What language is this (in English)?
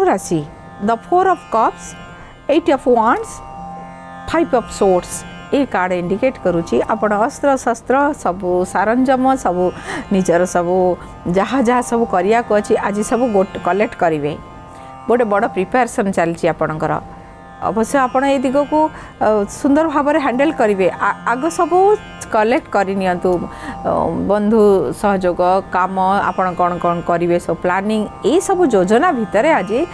Odia